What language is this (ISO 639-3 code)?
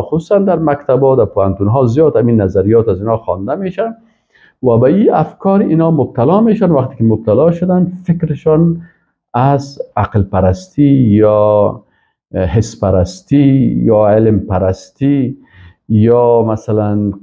fas